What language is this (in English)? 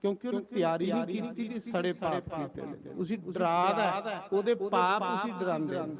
Dogri